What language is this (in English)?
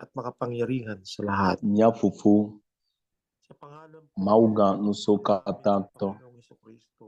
Ewe